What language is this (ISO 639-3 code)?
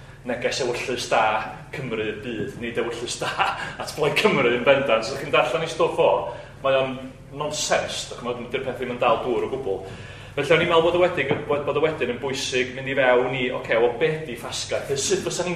cym